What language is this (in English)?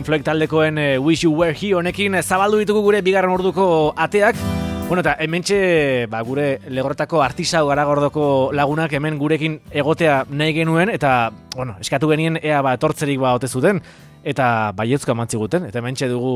Basque